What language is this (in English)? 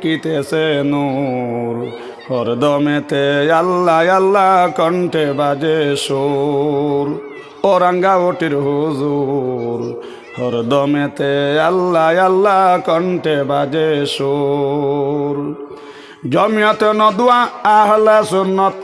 Sylheti